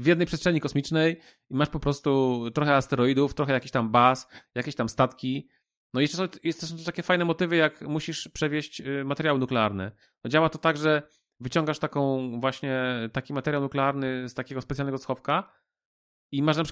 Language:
Polish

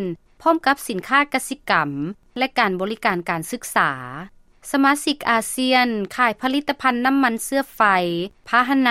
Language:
Lao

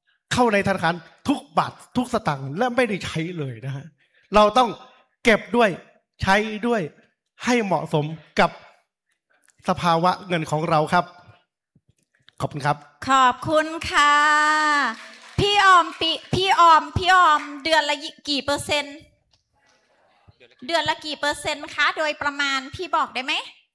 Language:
Thai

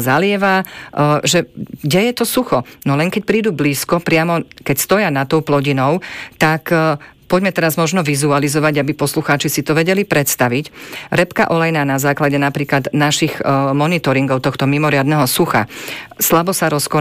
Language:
Slovak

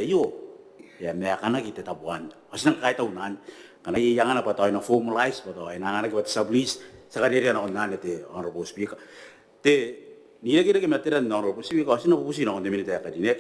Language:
Gilbertese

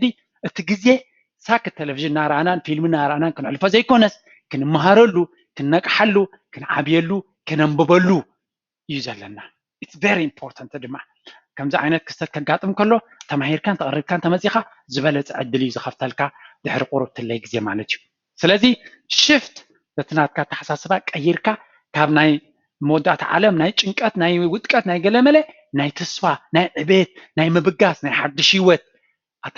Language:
Tigrinya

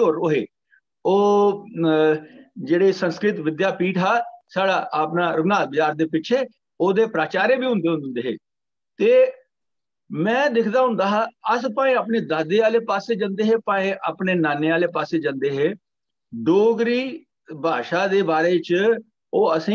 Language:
Dogri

